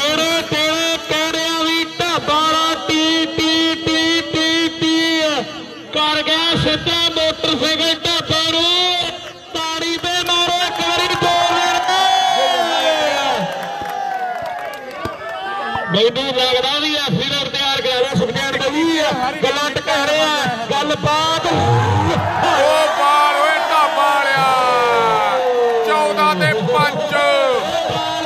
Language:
Punjabi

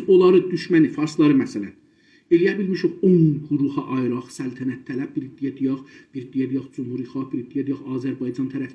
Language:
South Azerbaijani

